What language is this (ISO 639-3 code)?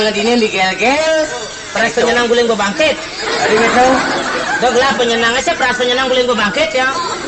ban